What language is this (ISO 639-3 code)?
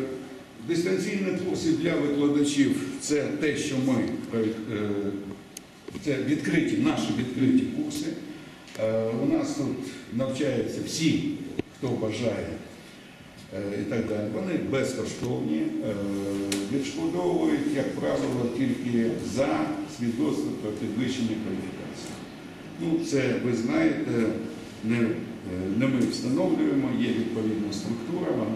ukr